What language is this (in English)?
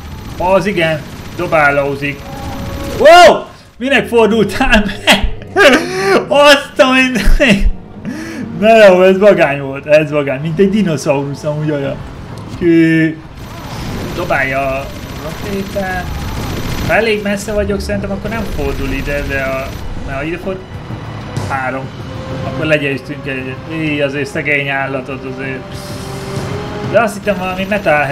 Hungarian